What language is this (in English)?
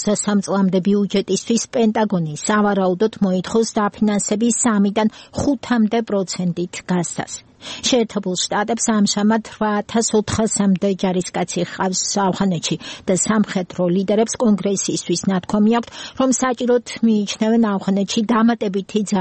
Georgian